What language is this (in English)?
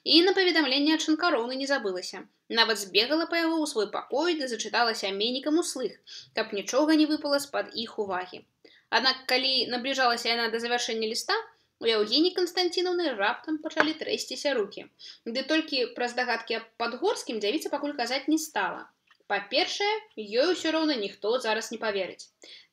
Belarusian